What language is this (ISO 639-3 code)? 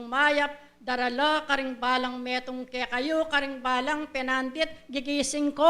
pam